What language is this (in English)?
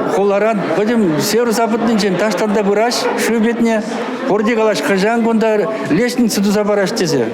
Chuvash